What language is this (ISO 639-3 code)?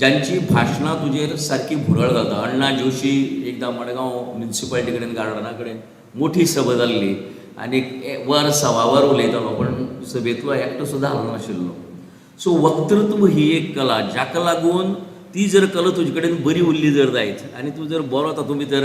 kok